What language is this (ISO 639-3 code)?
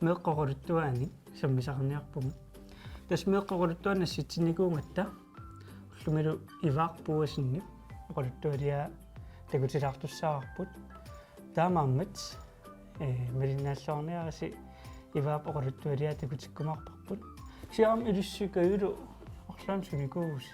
kal